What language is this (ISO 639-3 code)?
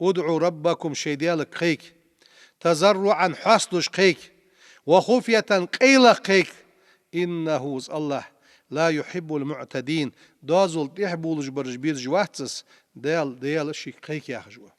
inh